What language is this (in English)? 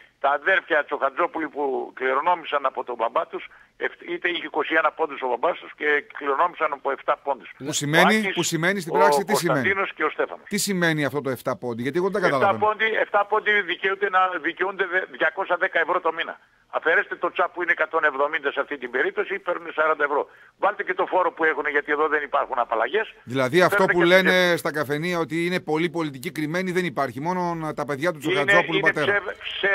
Greek